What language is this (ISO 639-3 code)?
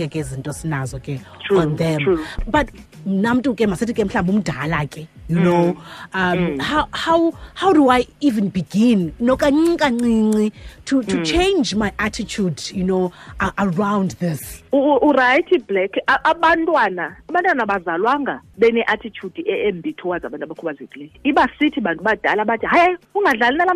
xho